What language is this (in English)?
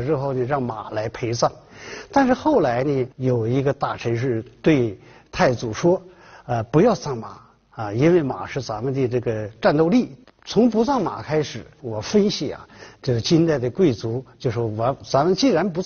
Chinese